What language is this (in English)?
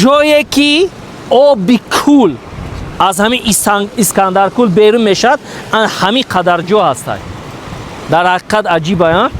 Tajik